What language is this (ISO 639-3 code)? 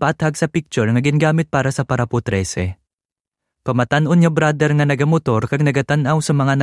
hil